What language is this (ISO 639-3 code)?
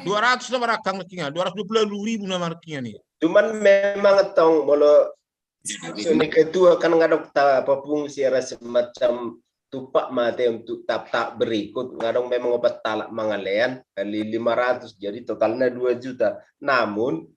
bbc